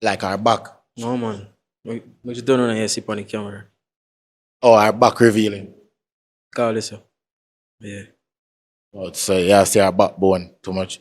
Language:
Jamaican Creole English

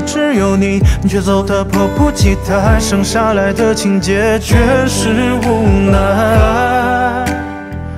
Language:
Chinese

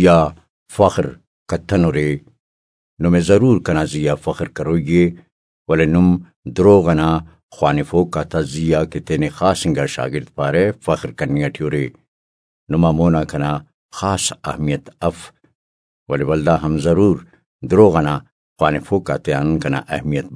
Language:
Brahui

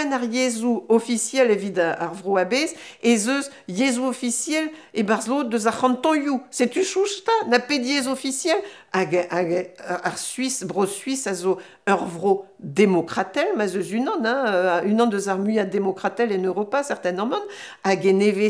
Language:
Breton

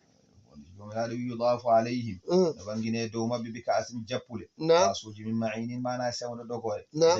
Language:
Fula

